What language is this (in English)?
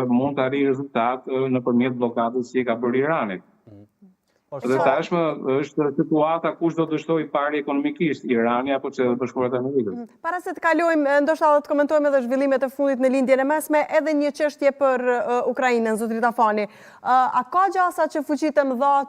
Albanian